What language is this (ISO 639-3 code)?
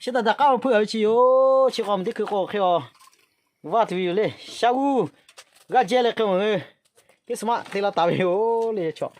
lhu